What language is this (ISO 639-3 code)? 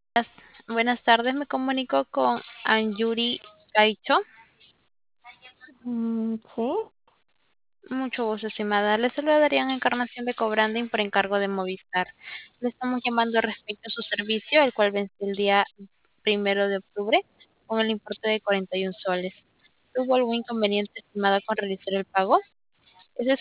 spa